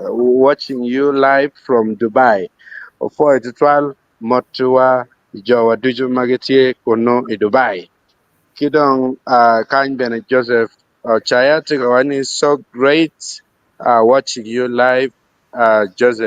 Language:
Acoli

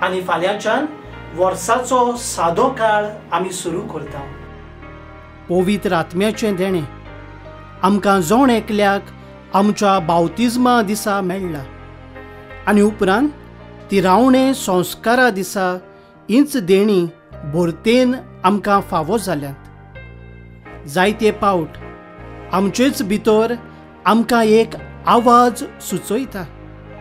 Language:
Konkani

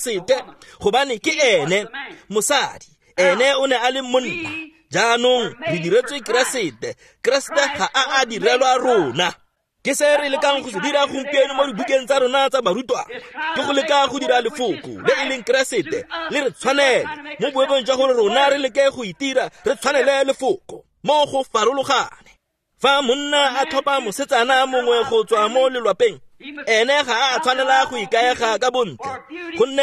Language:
Tswana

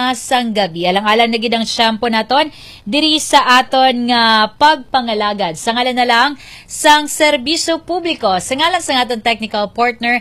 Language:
Hiligaynon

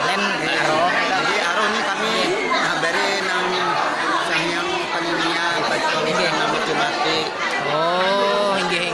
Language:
Banjar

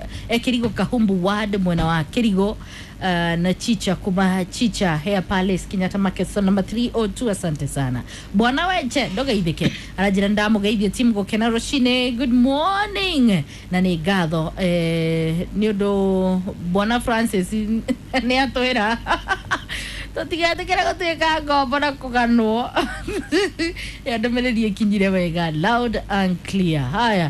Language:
Kikuyu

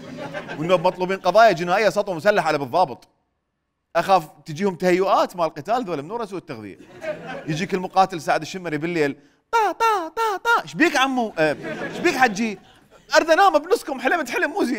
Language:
Mesopotamian Arabic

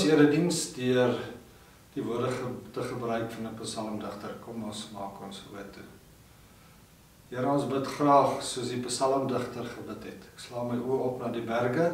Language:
Afrikaans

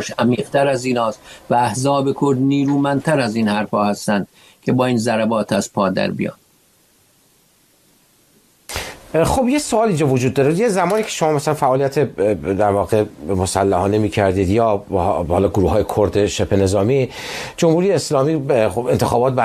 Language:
Persian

